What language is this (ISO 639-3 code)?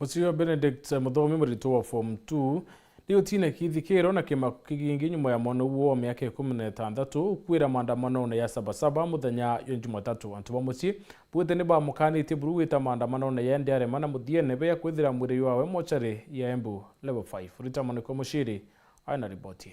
mer